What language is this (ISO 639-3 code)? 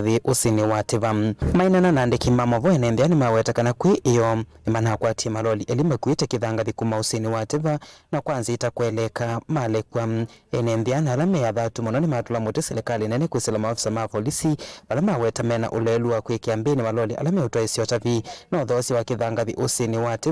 kam